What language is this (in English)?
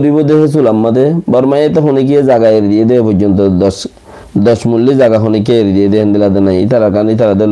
Rohingya